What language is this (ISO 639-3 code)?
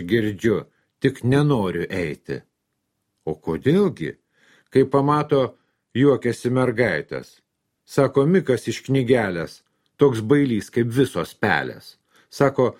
lit